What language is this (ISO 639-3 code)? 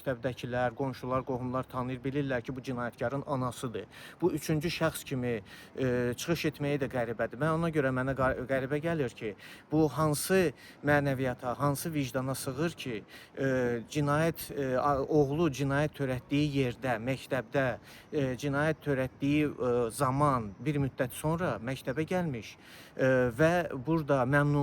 aze